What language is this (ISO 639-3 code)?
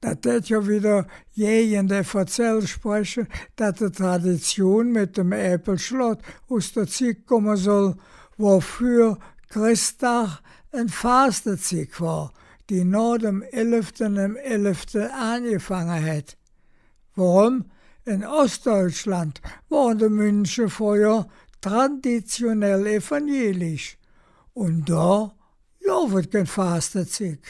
ksh